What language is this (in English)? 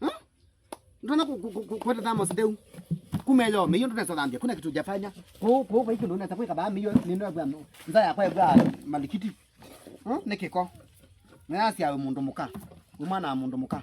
Kamba